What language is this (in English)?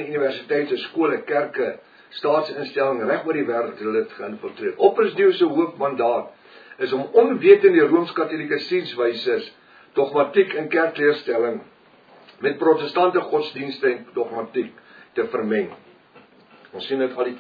Afrikaans